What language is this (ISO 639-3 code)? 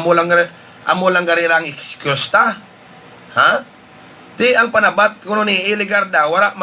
hil